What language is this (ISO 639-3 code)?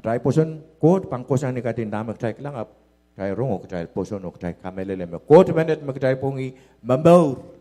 pon